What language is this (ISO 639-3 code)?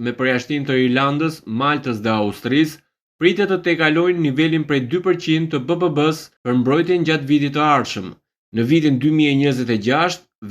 sqi